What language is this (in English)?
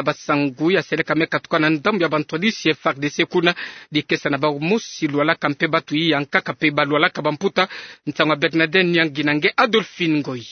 Kituba (Democratic Republic of Congo)